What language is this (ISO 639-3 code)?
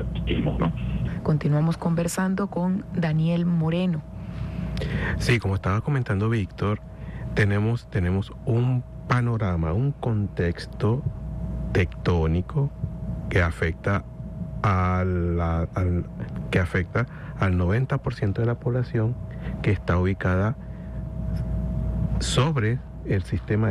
spa